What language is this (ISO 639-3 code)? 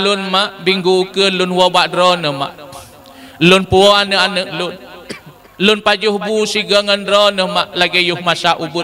ace